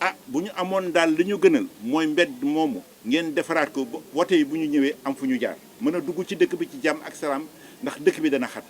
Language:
Wolof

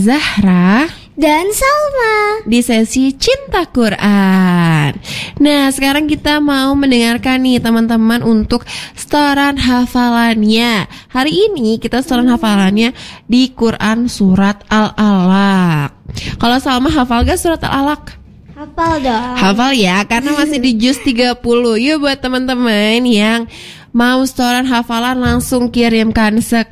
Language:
Indonesian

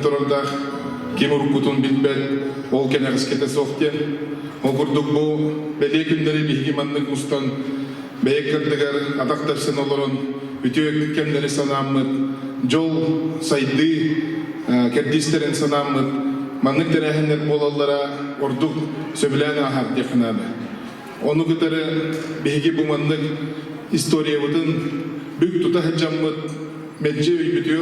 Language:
Yakut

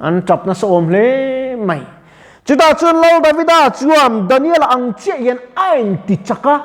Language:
Mizo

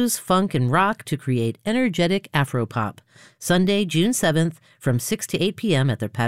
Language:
English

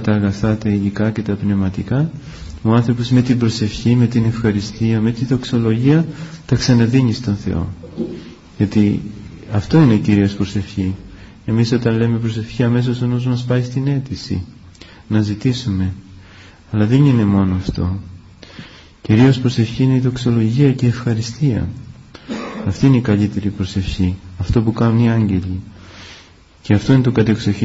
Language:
Greek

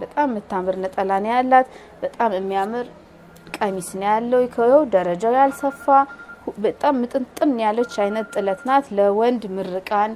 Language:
Amharic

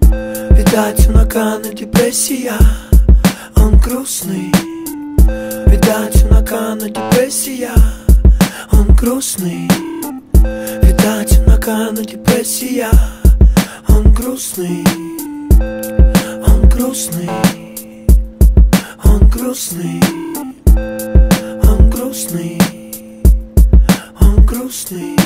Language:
Russian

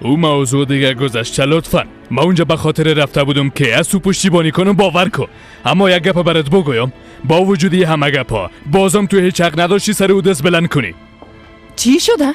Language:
Persian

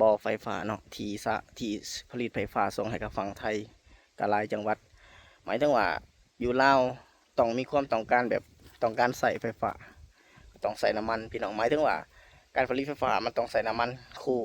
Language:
Lao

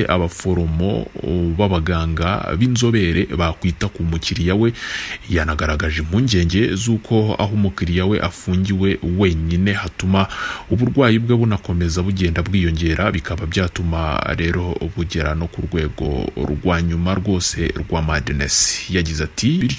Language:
Kinyarwanda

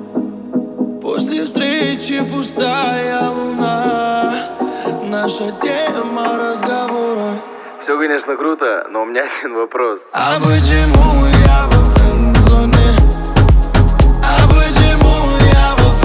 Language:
Russian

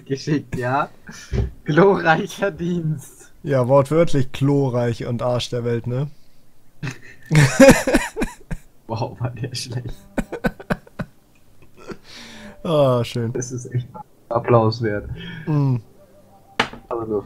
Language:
German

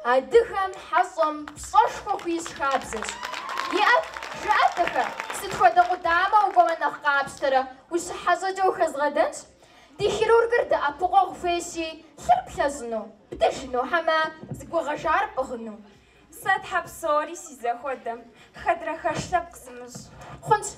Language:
Kabardian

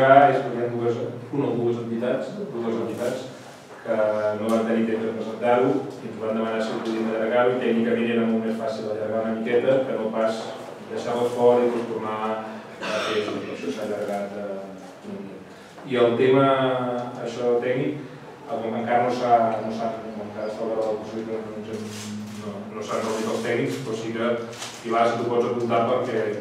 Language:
Catalan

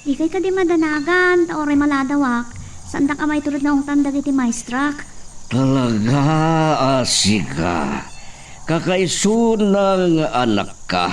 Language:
Iloko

